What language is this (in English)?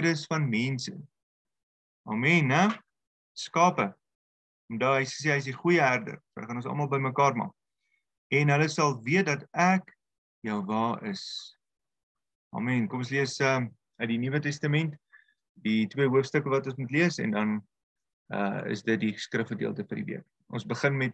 Afrikaans